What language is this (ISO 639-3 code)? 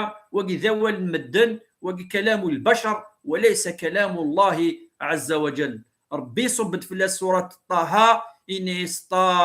kab